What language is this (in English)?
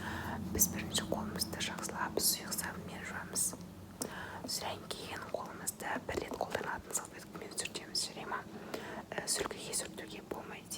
Kazakh